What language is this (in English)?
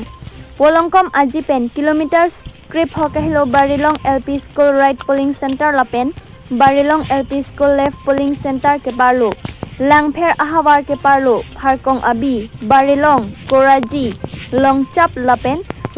Karbi